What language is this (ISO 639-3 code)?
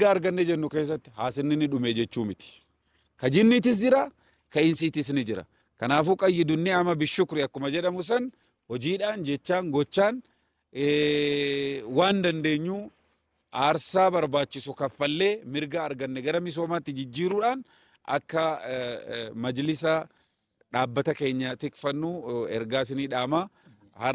orm